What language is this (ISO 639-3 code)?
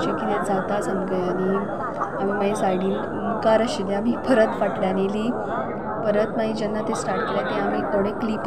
kok